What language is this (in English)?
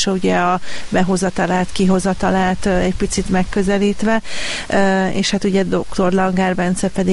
Hungarian